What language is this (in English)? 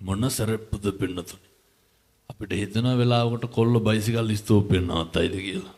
Sinhala